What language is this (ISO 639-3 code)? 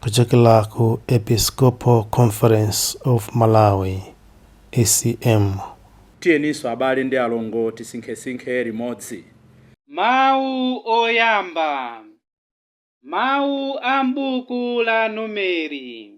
nya